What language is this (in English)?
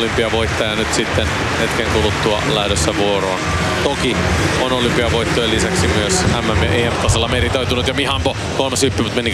Finnish